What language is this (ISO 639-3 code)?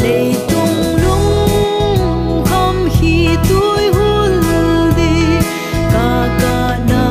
pck